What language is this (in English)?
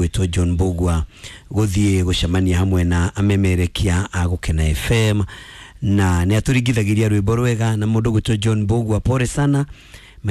Kikuyu